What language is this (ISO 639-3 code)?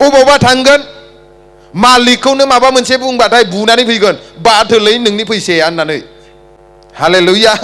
brx